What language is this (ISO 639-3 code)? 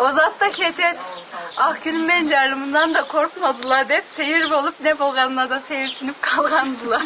krc